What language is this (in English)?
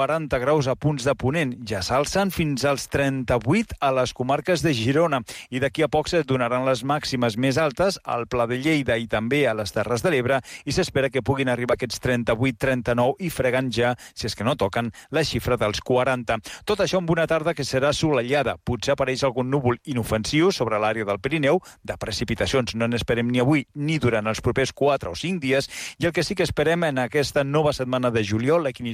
Catalan